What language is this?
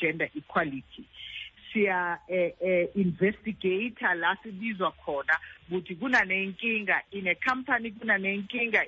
Xhosa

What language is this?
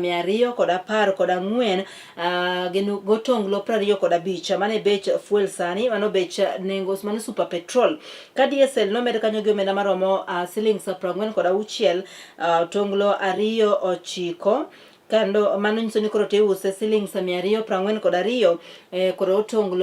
Luo (Kenya and Tanzania)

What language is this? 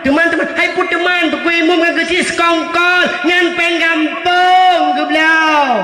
Achinese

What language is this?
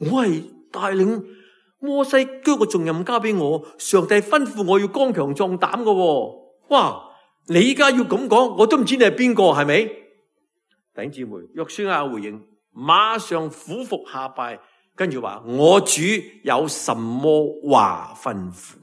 Cantonese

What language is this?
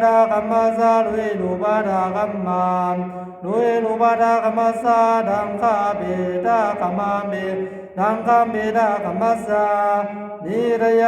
Pali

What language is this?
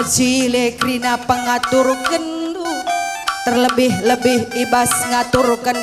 Batak Karo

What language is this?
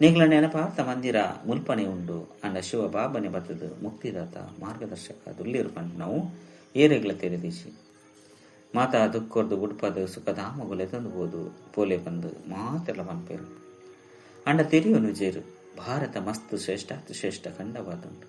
Tulu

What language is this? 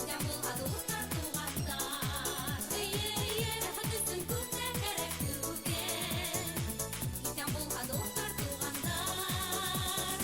Bashkir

